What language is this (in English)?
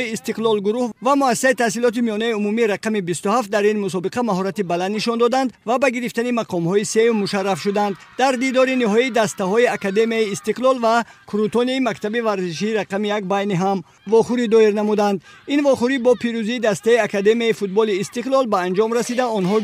Tajik